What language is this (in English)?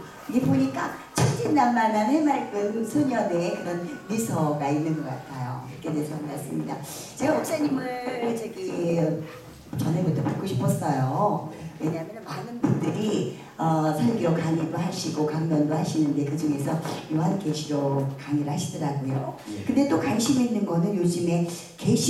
Korean